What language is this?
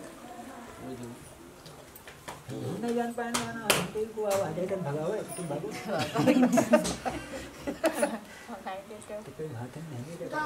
Bhojpuri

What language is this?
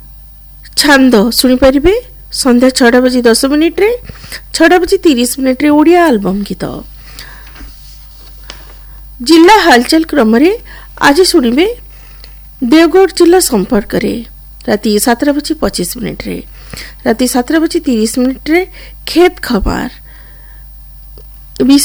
Odia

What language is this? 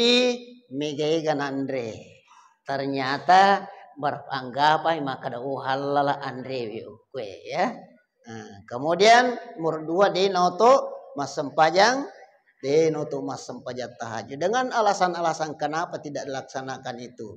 Buginese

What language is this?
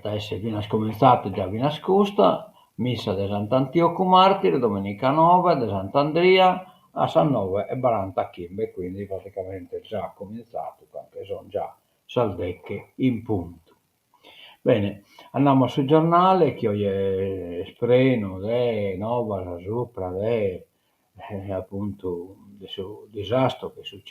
Sardinian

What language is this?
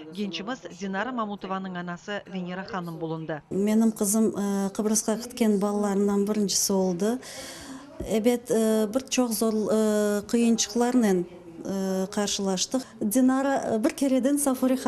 Crimean Tatar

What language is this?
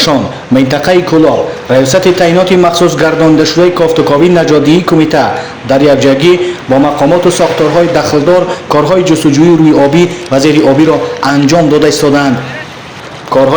Tajik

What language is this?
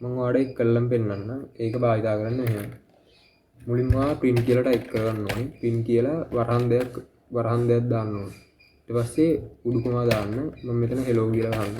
Sinhala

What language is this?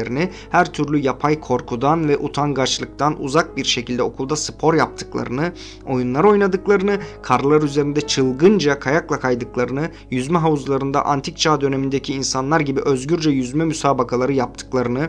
Turkish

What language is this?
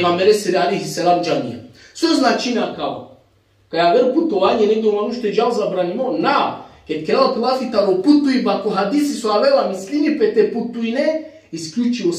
Balkan Romani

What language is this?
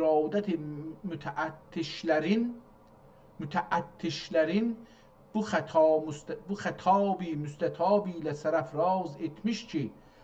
South Azerbaijani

